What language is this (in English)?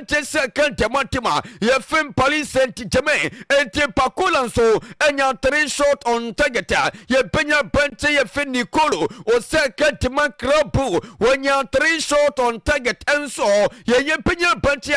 Akan